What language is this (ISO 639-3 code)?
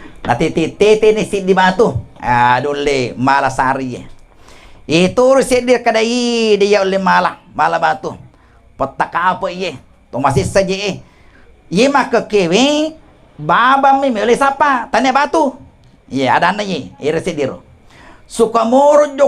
bug